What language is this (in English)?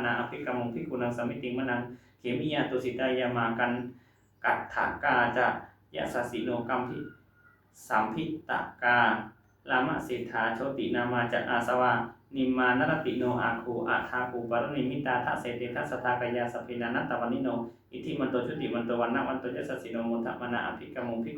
Pali